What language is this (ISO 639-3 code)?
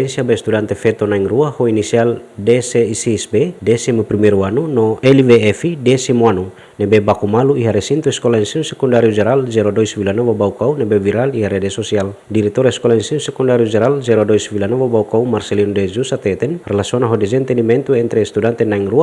tet